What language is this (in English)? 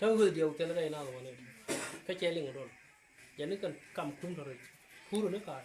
Nuer